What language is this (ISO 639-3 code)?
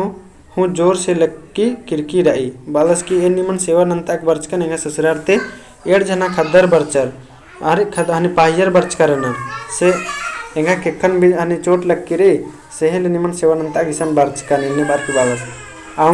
kru